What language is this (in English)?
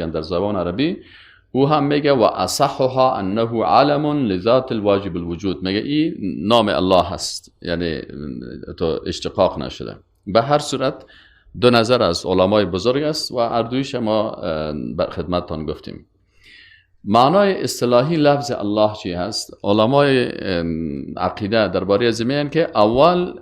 Persian